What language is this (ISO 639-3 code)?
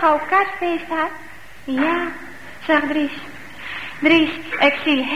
nld